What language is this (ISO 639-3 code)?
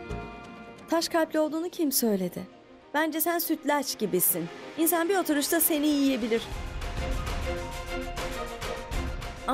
tur